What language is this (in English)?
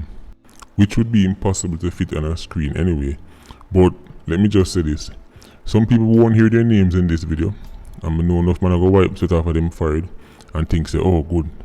Jamaican Creole English